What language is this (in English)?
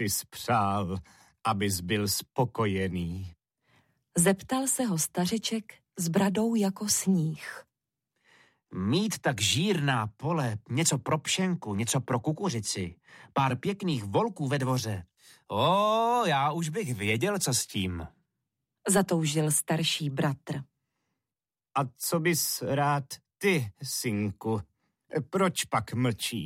Czech